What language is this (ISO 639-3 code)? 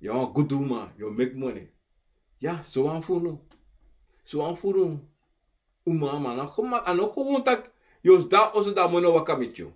srn